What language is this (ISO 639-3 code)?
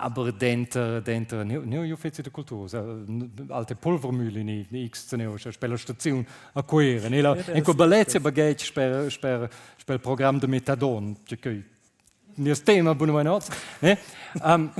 roh